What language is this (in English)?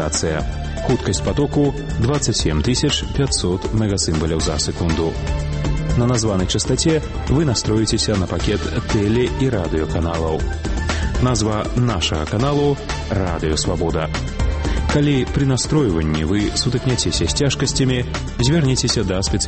Belarusian